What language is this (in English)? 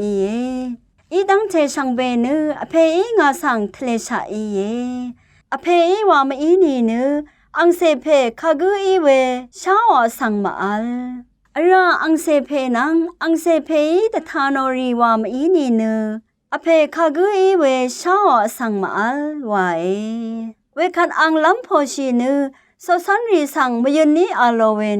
Rawang